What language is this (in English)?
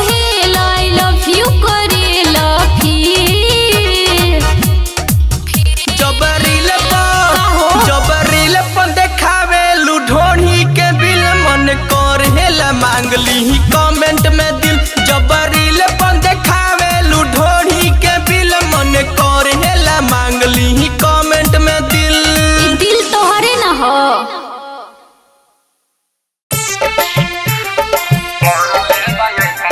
Bhojpuri